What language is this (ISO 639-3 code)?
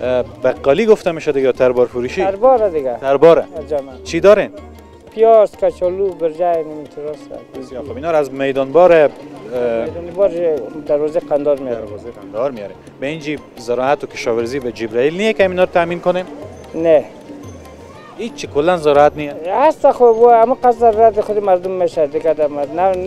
fas